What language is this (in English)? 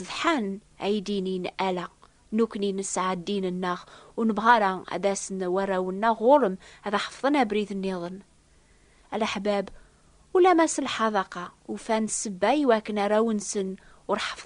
Kabyle